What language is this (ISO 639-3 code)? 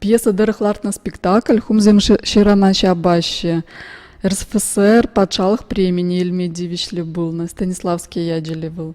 chv